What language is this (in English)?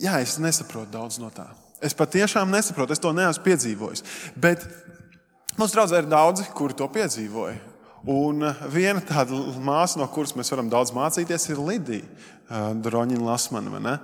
Latvian